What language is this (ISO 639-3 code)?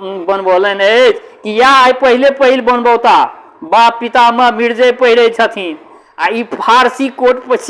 mai